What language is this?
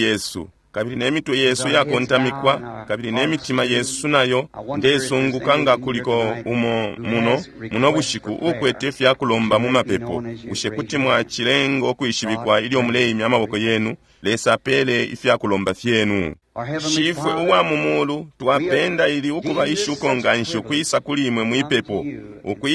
Bemba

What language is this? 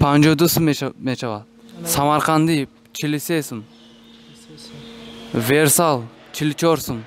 Tajik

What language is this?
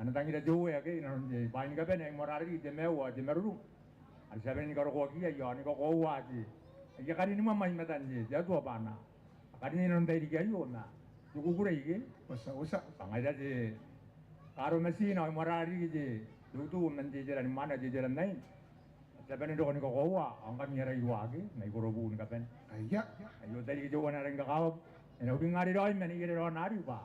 Gilbertese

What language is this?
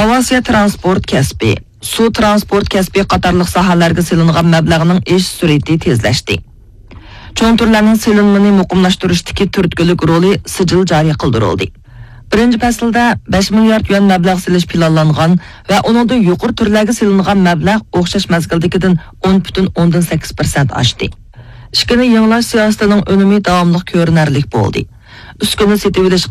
Uyghur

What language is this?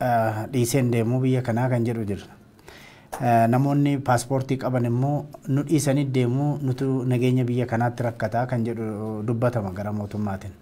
Oromo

